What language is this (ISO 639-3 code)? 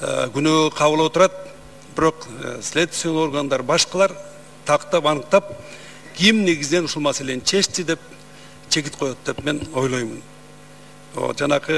kir